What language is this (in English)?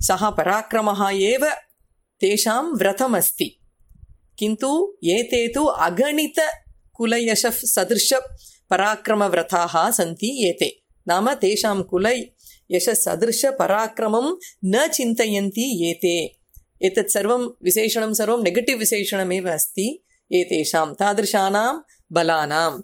Sanskrit